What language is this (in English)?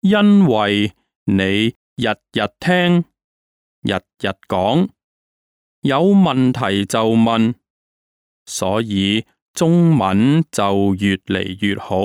Cantonese